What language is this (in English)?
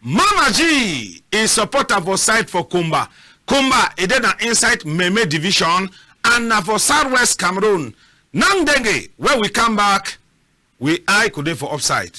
Cameroon Pidgin